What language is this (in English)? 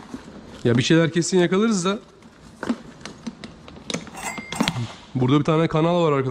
Turkish